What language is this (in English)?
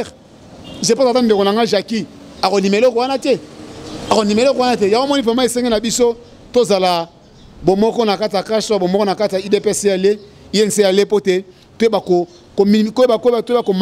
Lingala